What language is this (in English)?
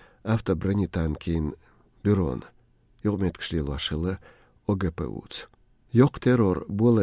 Chechen